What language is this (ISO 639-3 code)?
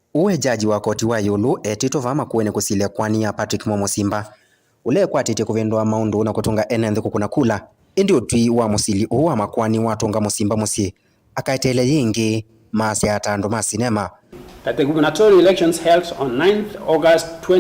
kam